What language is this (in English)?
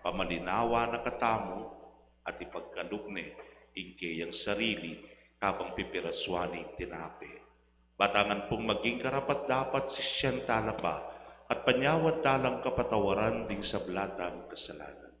Pampanga